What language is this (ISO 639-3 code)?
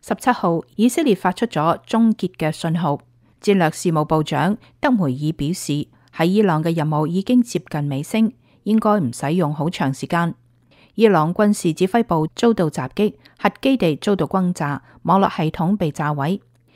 yue